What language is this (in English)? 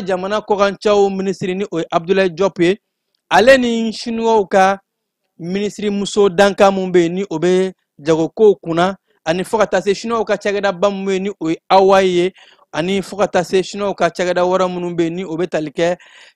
Bambara